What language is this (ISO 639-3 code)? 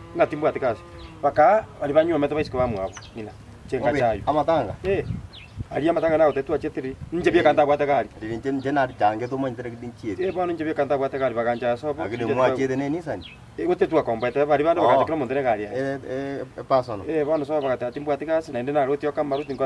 guz